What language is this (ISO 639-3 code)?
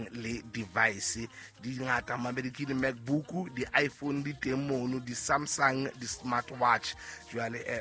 sot